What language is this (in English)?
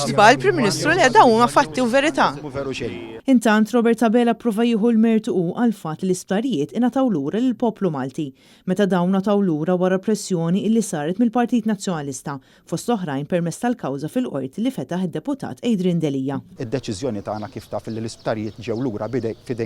Maltese